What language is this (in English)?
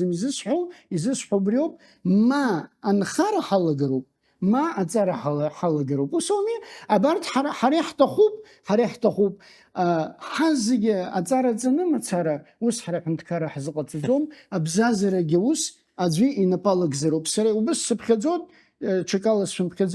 Abkhazian